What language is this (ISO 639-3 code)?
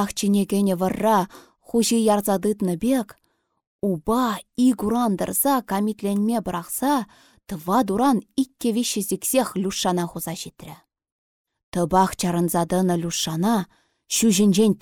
chv